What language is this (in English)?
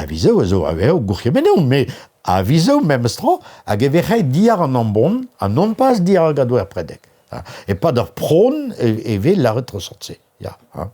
Breton